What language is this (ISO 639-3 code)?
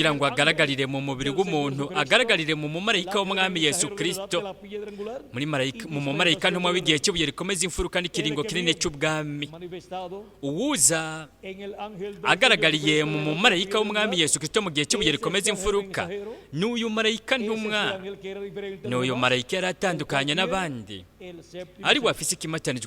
run